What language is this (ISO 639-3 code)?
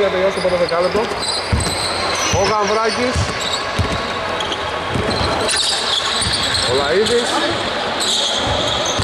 ell